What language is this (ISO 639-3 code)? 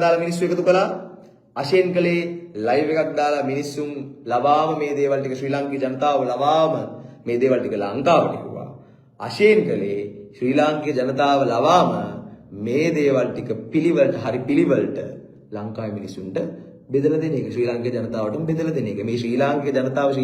sin